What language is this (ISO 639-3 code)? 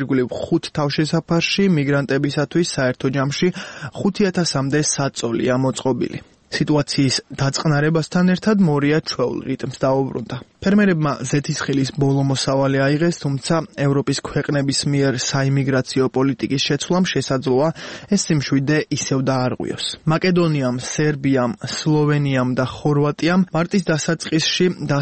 kat